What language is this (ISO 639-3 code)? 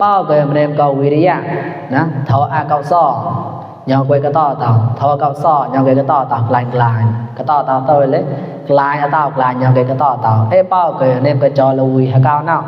mnw